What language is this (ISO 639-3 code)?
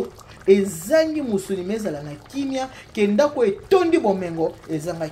lin